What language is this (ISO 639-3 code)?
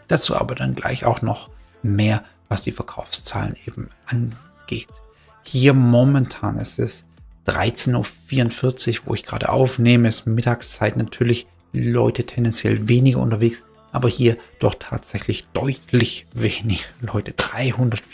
deu